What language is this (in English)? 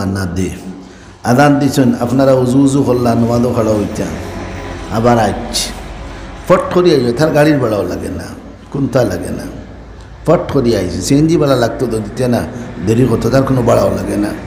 Sylheti